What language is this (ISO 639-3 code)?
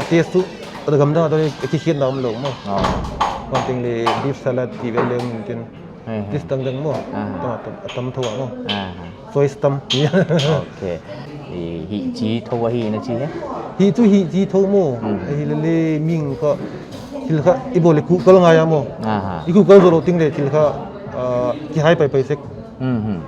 pck